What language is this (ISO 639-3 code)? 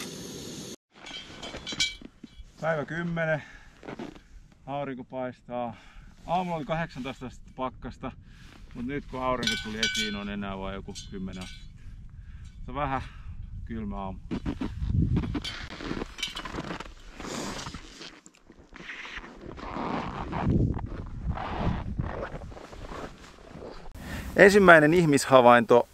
fin